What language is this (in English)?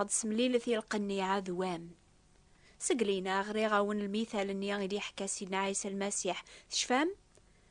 Kabyle